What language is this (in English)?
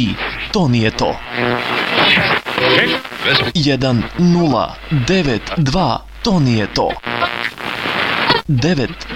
Serbian